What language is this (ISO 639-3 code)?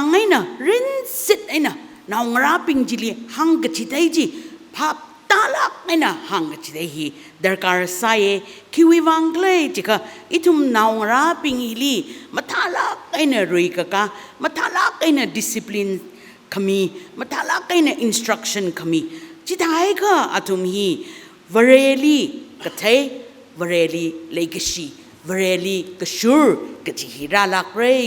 nmf